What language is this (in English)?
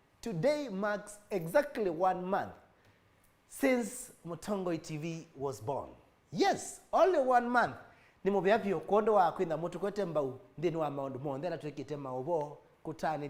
Kamba